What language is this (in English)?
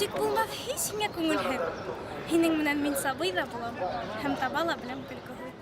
Bashkir